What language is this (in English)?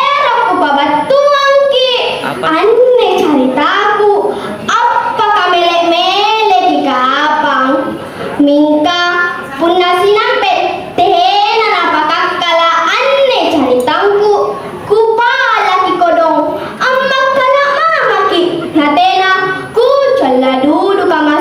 Makasar